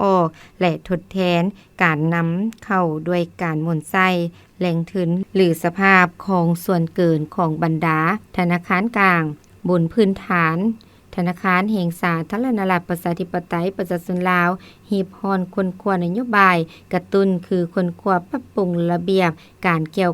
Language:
Lao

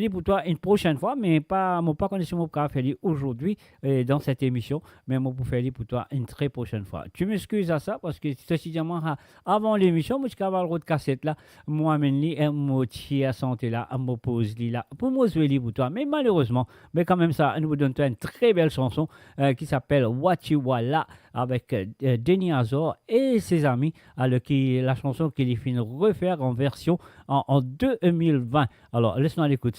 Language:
Morisyen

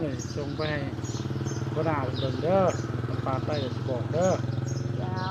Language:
Northeastern Thai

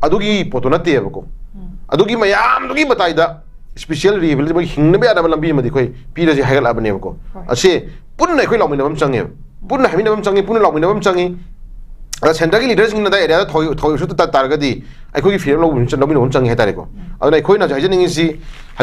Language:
Manipuri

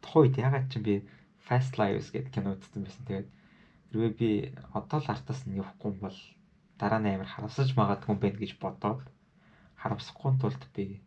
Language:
Mongolian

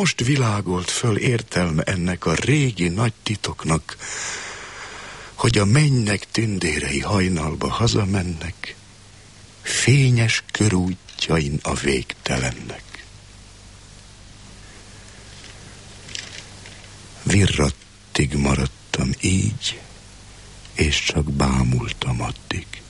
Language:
Hungarian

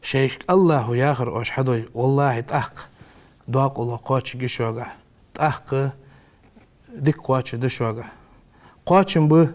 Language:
Ingush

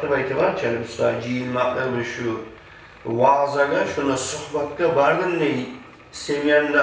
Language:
Kumyk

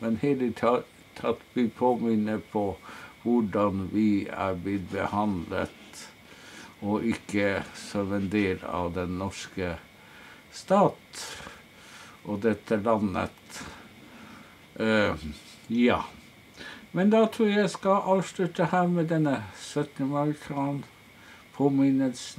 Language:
Norwegian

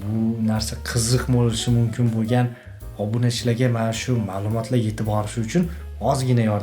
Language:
Uzbek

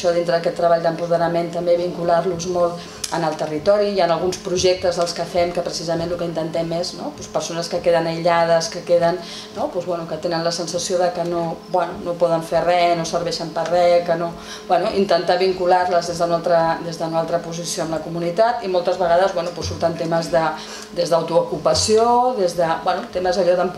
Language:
Catalan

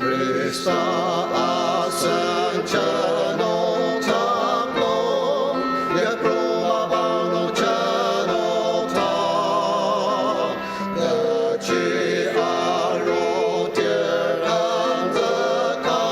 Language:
Ao Naga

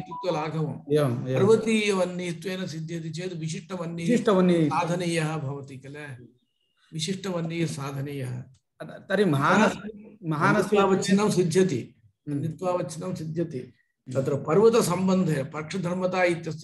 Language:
Sanskrit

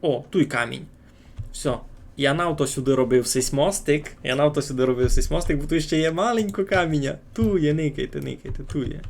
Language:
Rusyn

